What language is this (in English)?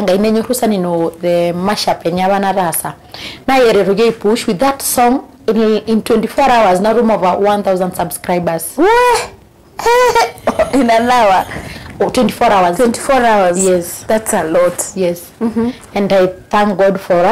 Masai